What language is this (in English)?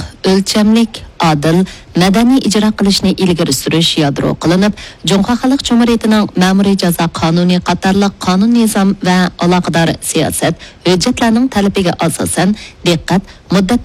Uyghur